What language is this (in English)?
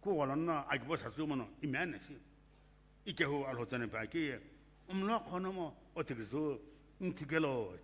Sumi Naga